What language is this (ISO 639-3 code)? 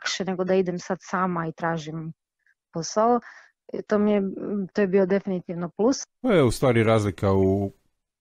hrv